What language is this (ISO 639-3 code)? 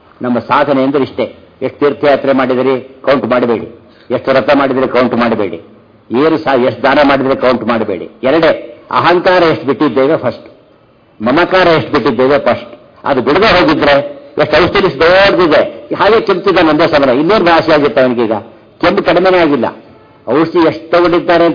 kan